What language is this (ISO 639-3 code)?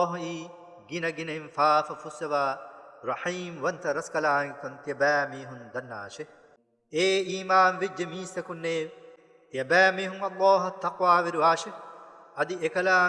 div